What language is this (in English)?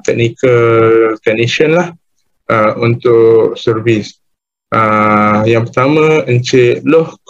Malay